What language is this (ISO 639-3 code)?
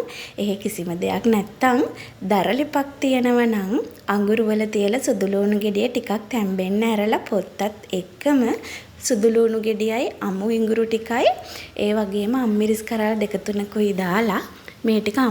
sin